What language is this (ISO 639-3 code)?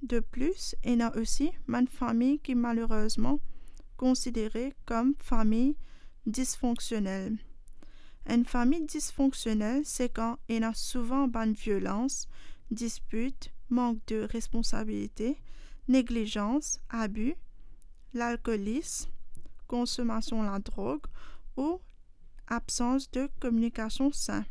mfe